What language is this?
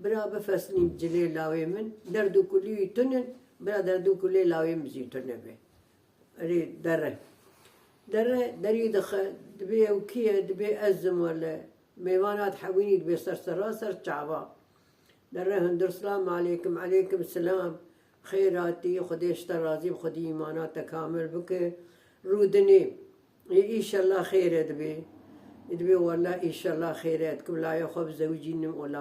Kurdish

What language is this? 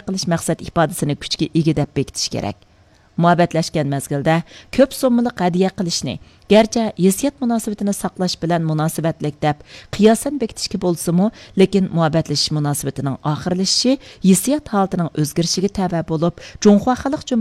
Uyghur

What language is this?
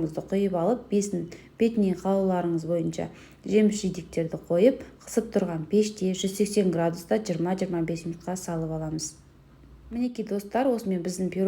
Kazakh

